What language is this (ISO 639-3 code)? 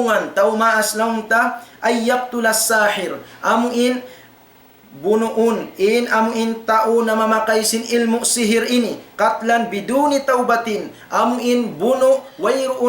tsg